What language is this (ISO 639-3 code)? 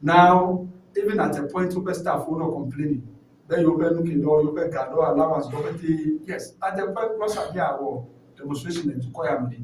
ewe